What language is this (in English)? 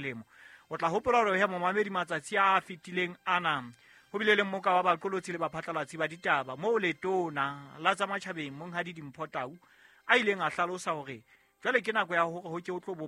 Southern Sotho